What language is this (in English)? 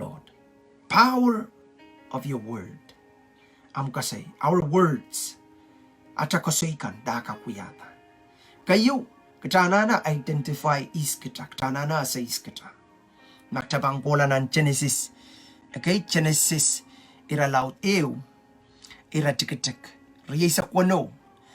Pohnpeian